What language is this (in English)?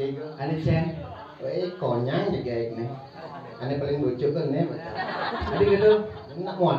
Balinese